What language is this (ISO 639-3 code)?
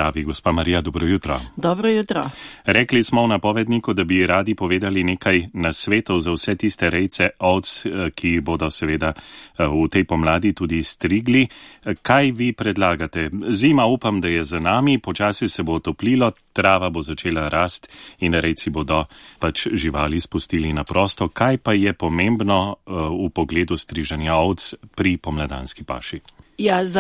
slv